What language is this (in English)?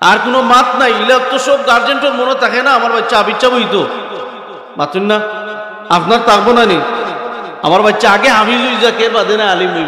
Sylheti